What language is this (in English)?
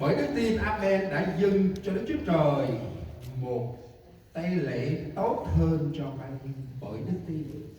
Central Mnong